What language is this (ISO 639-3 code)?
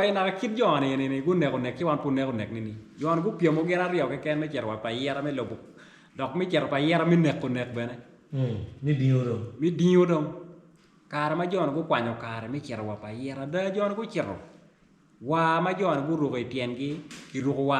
ach